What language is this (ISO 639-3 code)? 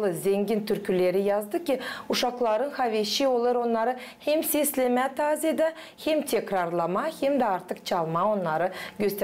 gag